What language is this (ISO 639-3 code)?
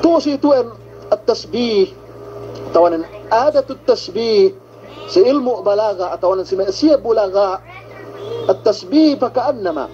yka